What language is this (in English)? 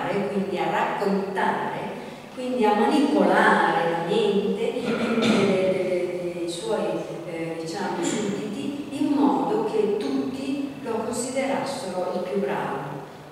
Italian